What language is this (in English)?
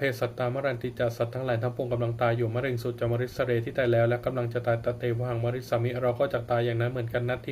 Pali